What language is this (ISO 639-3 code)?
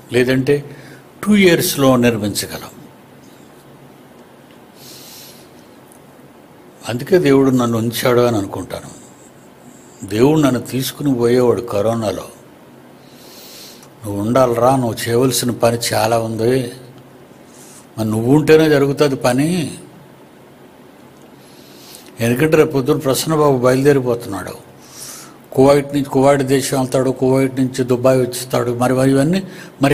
tel